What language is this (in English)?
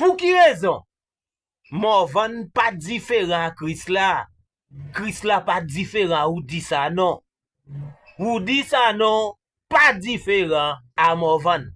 Haitian Creole